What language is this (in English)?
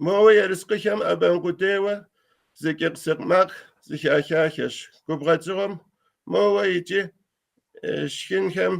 Kabardian